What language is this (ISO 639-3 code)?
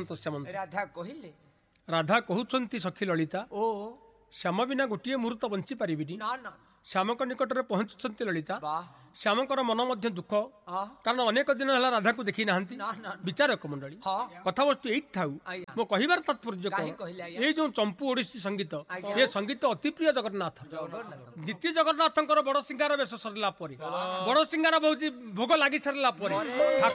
ori